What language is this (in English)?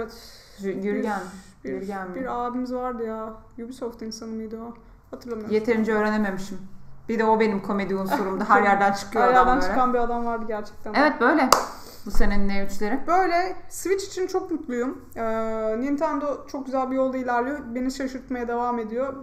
Turkish